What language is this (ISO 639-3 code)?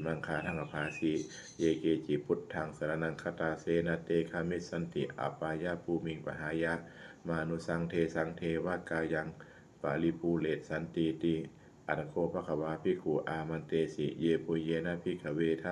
pli